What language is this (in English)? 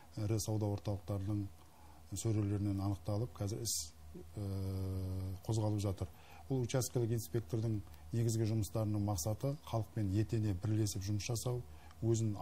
Kazakh